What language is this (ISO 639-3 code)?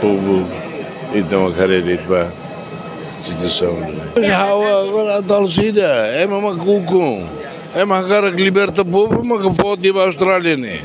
tet